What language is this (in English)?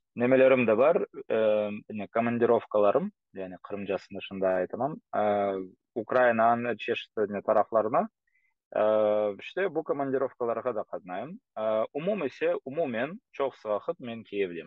Crimean Tatar